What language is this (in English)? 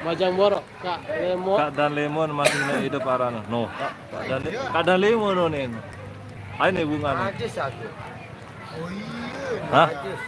Sasak